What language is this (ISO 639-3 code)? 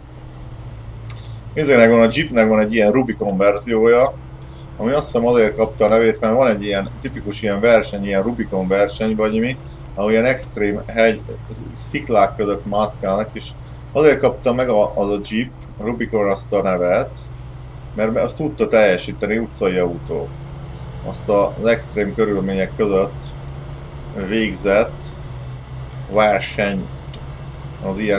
hun